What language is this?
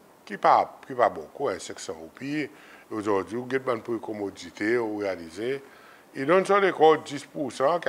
Seselwa Creole French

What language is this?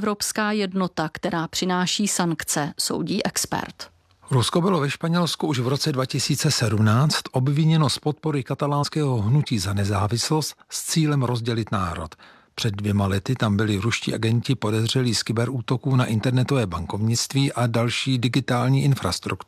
Czech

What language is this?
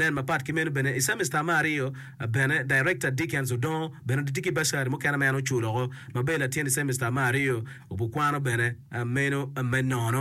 Acoli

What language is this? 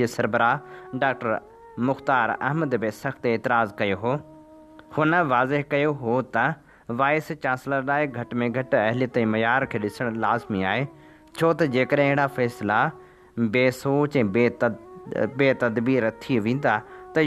Sindhi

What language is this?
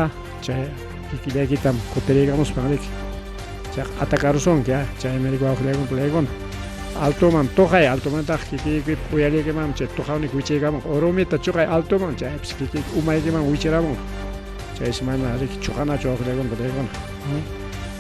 Ayacucho Quechua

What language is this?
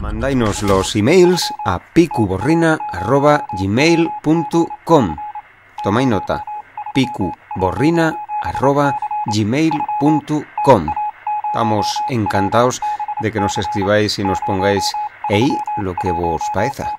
Asturian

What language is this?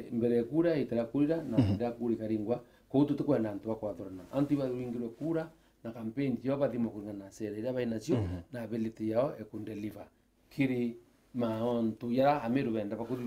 Meru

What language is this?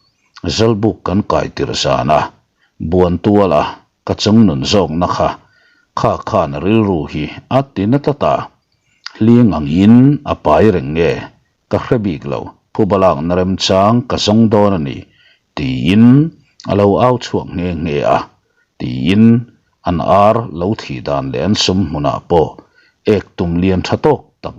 Mizo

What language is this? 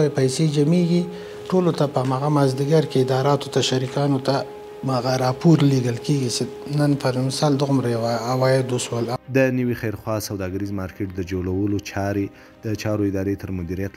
Pashto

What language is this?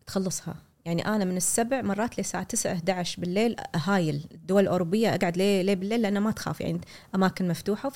Gulf Arabic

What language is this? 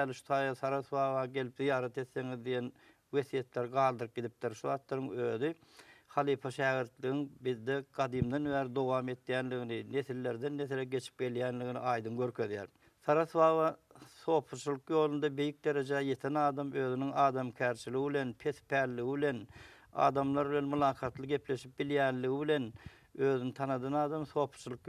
Turkmen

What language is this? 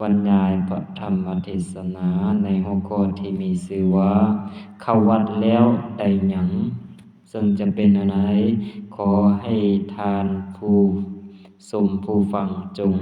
Lao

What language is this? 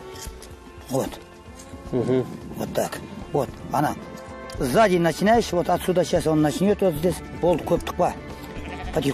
Russian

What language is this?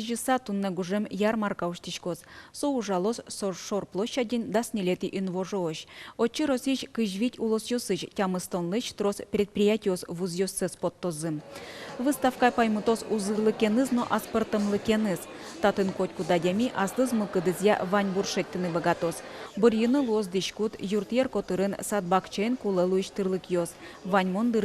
Udmurt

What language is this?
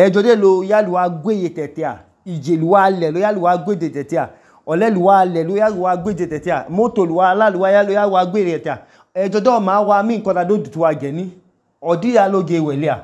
Idoma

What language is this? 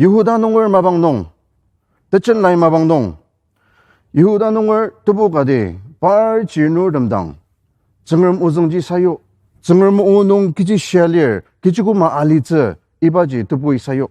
Ao Naga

